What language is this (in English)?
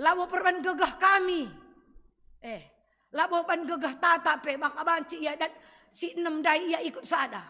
Batak Karo